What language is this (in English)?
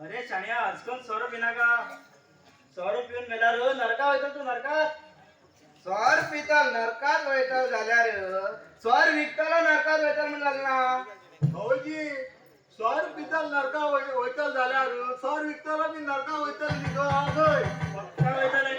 Konkani